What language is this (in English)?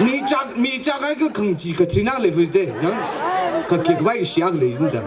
Tangkhul Naga (India)